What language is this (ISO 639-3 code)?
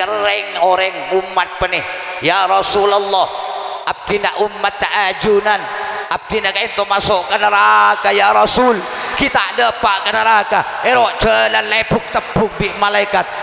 mad